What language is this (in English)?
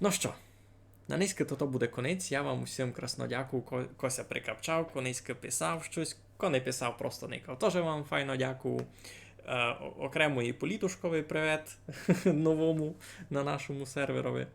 Rusyn